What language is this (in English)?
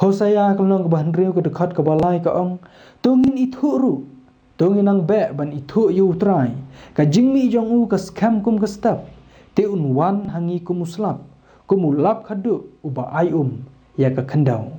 Khasi